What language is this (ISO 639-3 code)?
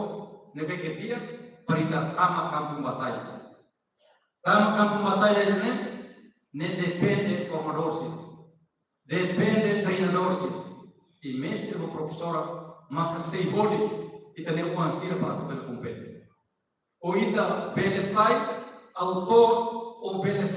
tet